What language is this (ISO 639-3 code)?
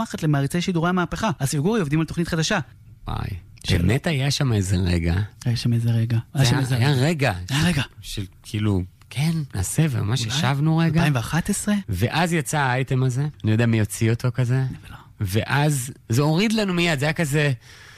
heb